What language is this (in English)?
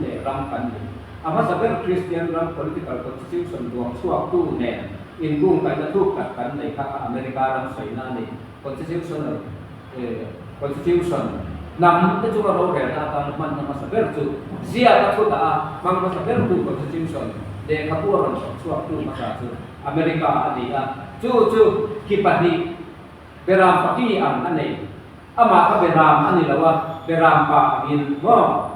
Mizo